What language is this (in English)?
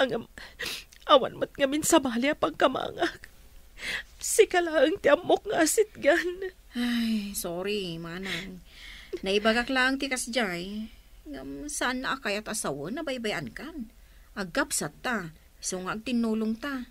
Iloko